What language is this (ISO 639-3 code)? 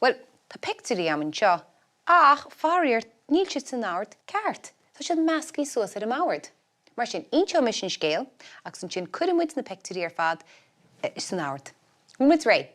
gle